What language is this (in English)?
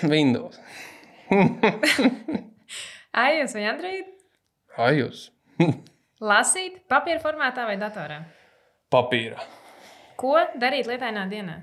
Latvian